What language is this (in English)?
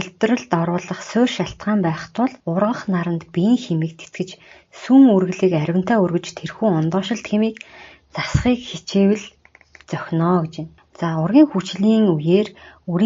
Mongolian